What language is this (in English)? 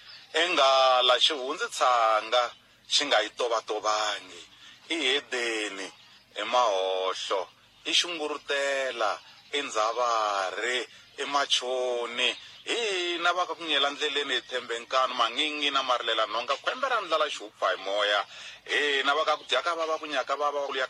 Tsonga